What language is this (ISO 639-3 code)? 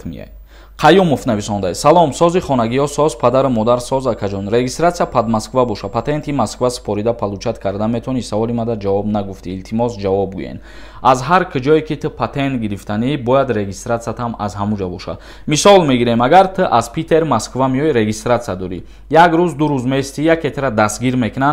tgk